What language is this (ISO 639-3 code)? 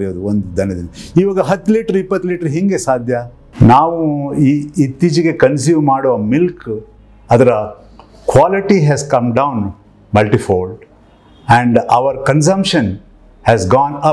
kan